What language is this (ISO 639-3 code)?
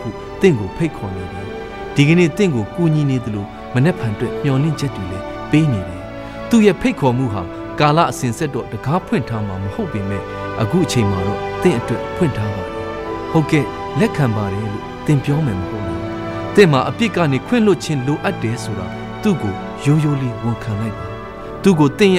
mya